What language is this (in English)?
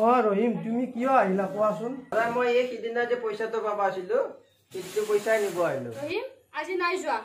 Assamese